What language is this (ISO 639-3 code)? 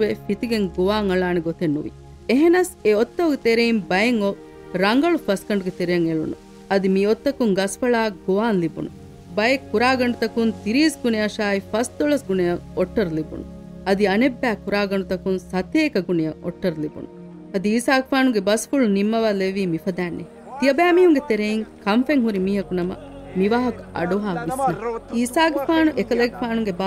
div